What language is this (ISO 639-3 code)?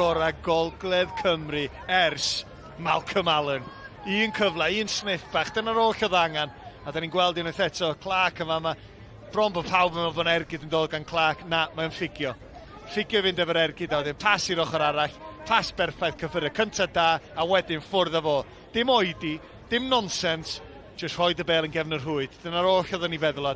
cym